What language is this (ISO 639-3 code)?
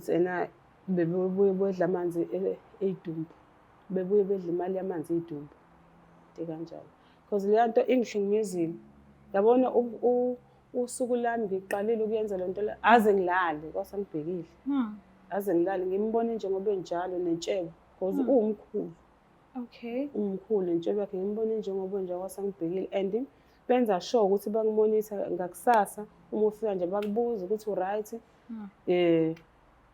zul